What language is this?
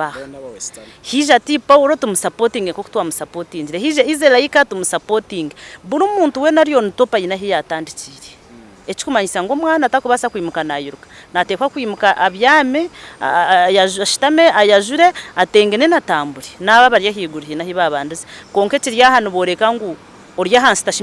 Nyankole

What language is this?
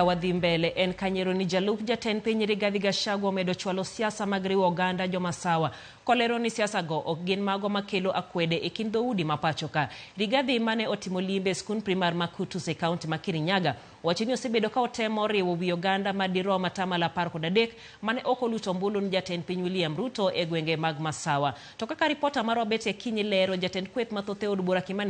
Luo (Kenya and Tanzania)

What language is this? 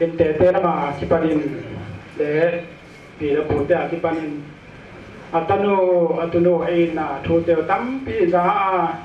Paite Chin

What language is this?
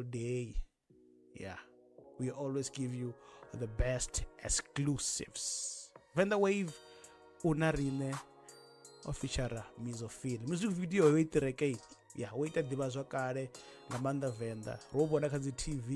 Venda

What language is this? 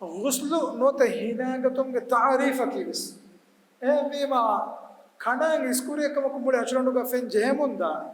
Divehi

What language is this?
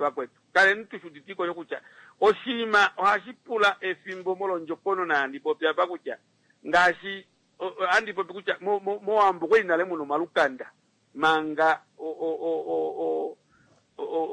Kuanyama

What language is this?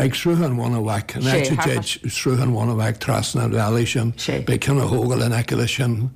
Irish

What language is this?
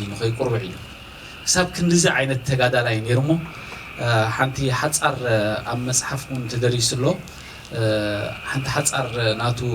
Tigrinya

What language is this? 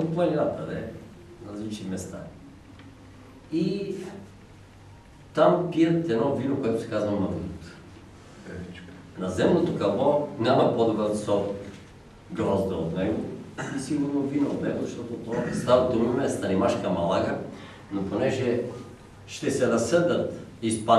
Bulgarian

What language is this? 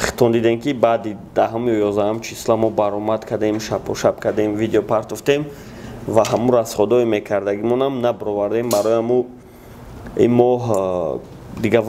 Tajik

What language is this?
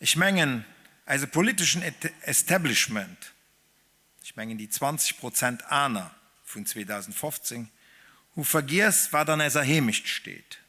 Luxembourgish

